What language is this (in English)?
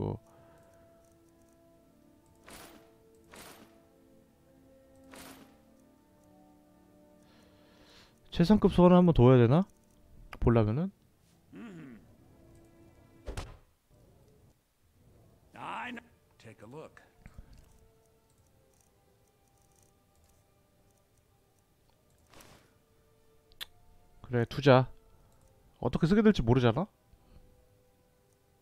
Korean